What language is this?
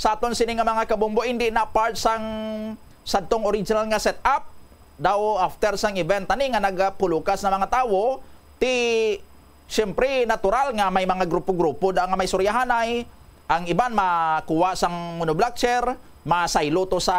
Hiligaynon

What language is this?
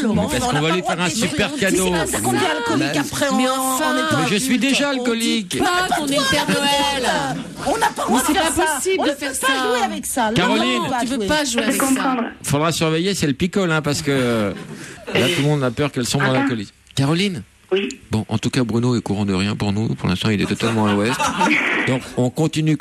French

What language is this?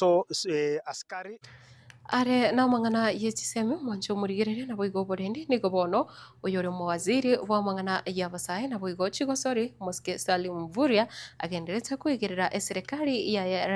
Gusii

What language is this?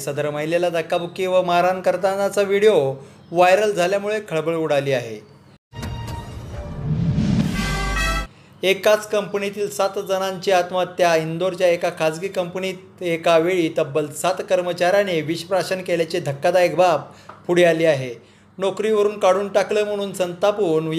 Marathi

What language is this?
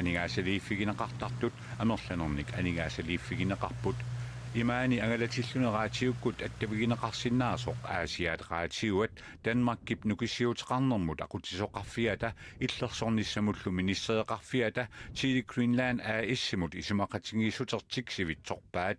Kalaallisut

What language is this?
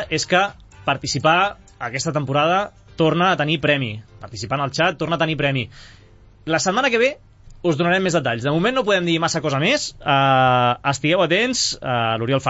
Catalan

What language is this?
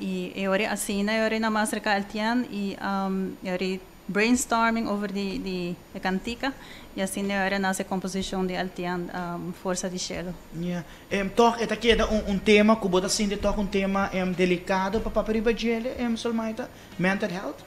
Papiamento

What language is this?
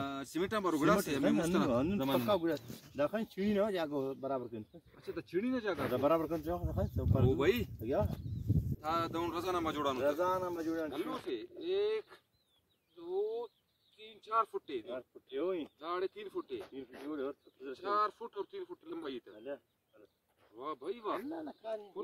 Brahui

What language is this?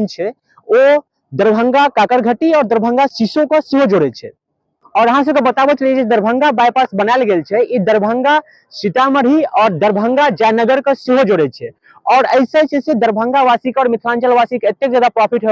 Maithili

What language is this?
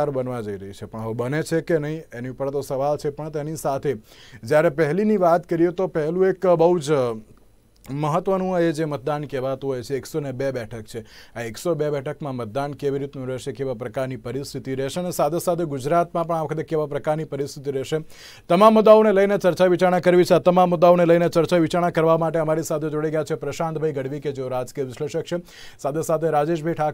Gujarati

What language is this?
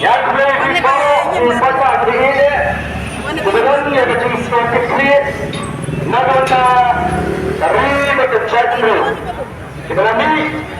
Khasi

